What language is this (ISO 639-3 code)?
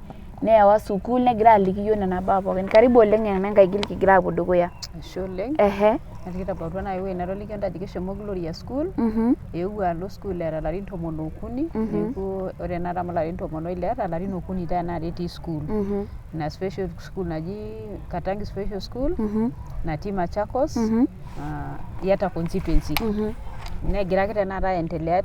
mas